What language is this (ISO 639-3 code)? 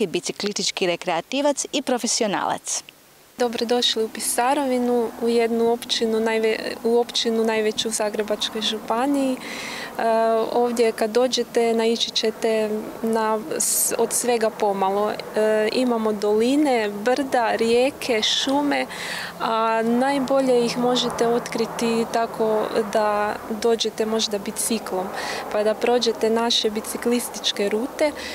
hrv